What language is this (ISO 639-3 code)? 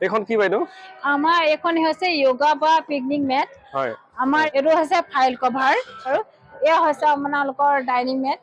asm